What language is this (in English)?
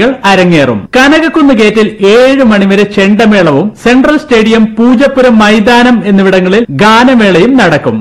Malayalam